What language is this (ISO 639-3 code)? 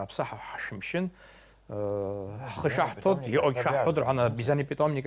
abk